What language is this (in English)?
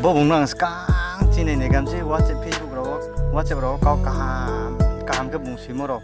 Riang (India)